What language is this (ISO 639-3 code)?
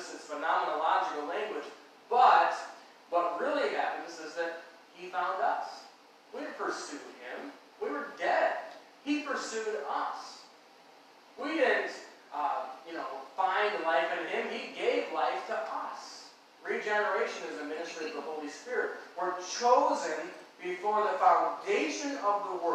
eng